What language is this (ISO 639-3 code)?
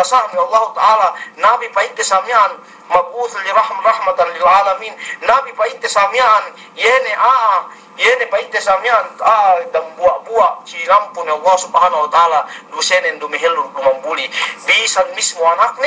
yka